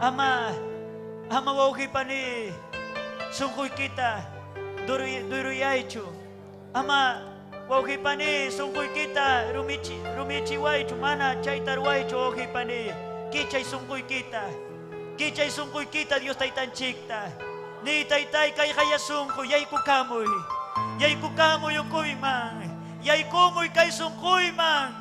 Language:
Ayacucho Quechua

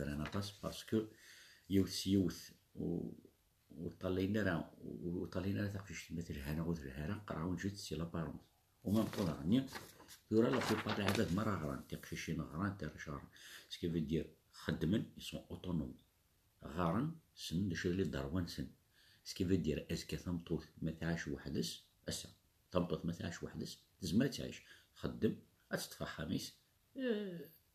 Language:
Kabyle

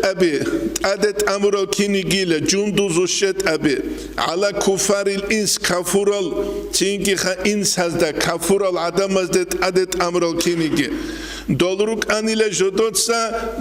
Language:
Avaric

